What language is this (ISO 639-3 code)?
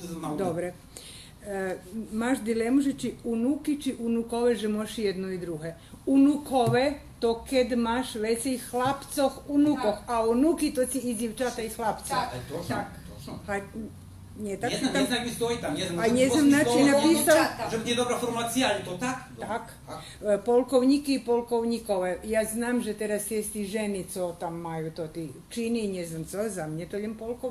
rue